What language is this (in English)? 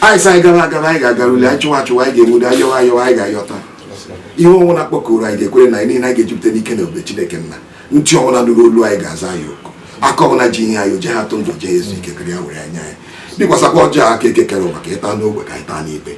Igbo